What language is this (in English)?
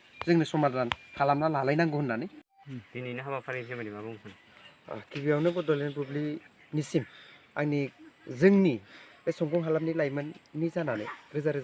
Bodo